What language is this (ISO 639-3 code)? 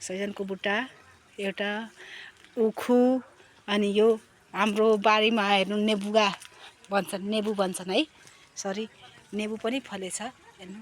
nep